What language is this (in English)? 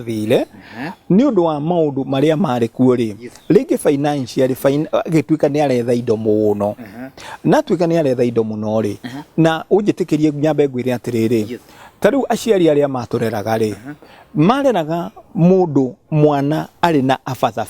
Kikuyu